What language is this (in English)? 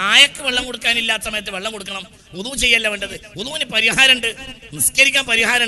Malayalam